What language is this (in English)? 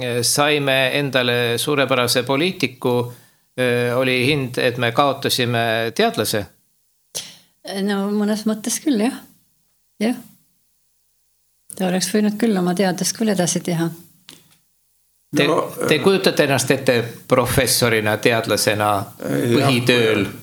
Estonian